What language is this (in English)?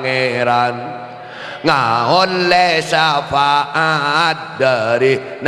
Madurese